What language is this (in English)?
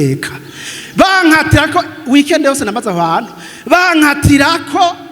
Rundi